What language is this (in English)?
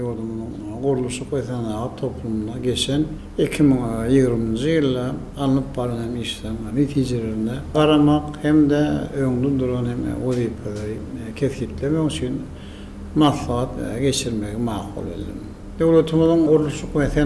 Turkmen